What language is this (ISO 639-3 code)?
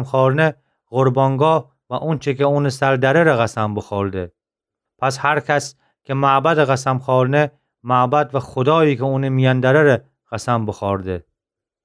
glk